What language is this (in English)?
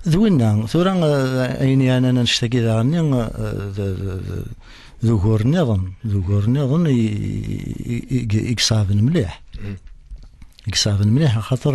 Kabyle